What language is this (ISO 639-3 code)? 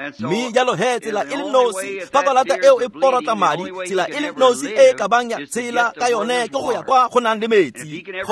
tsn